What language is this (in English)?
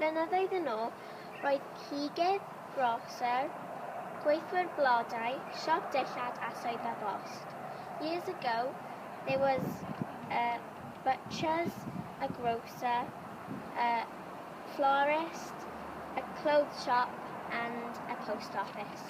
Welsh